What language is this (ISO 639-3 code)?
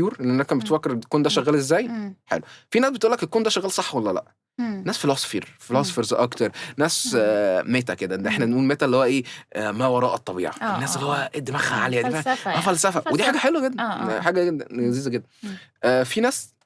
arz